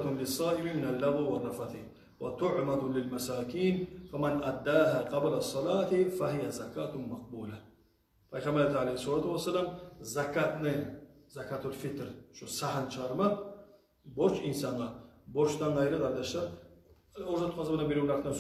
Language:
Kumyk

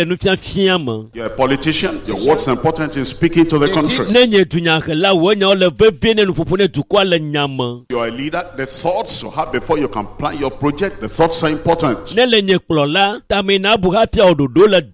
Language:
Ewe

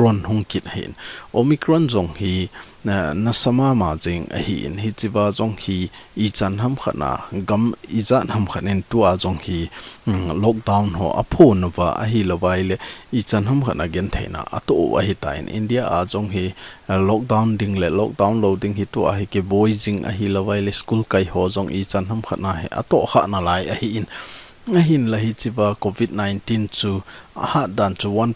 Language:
Thado Chin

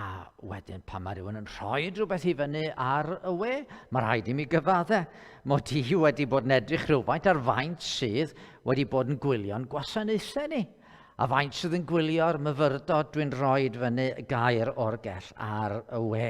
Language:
Welsh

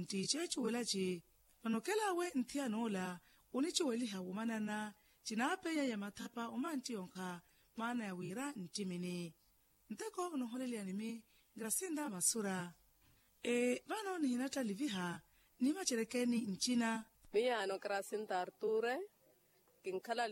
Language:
Makhuwa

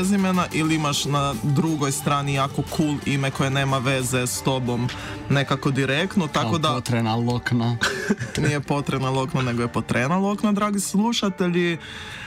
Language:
Croatian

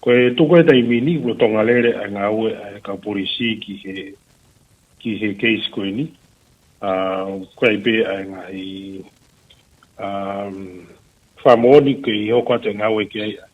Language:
Tongan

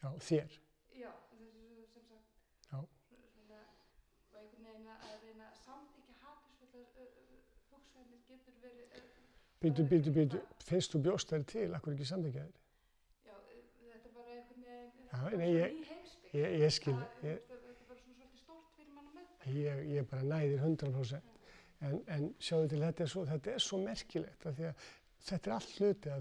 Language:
Icelandic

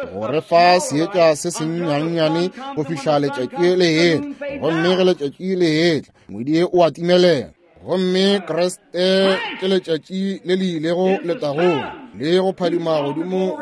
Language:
Northern Sotho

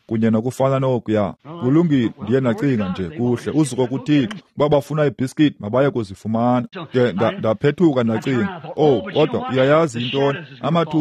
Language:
Xhosa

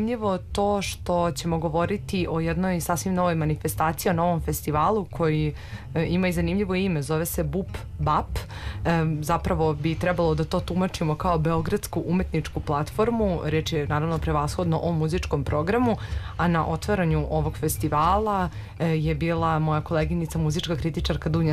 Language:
Serbian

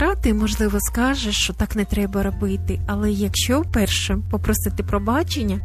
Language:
Ukrainian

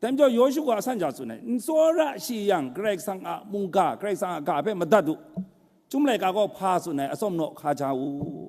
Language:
Kachin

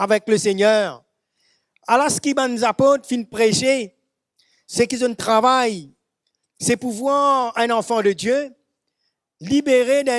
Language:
Morisyen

